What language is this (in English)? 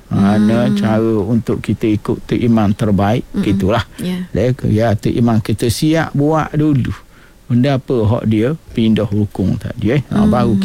Malay